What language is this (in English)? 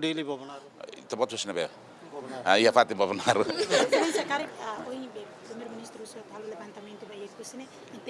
Tetum